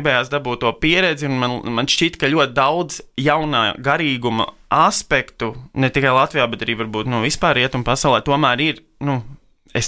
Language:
Latvian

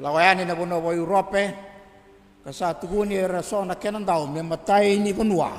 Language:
Fijian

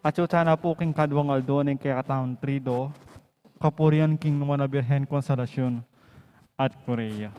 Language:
Pampanga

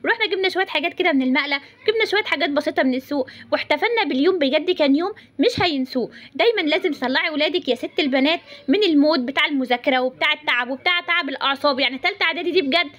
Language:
Egyptian Arabic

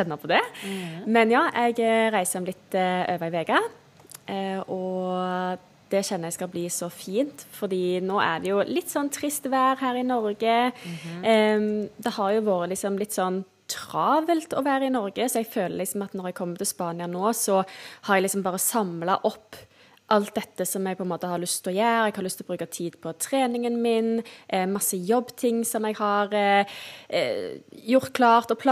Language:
Norwegian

